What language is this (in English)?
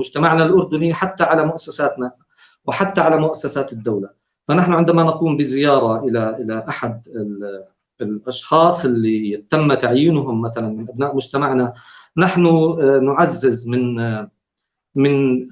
North Levantine Arabic